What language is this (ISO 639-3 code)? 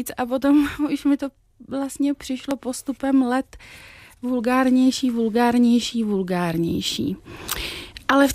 ces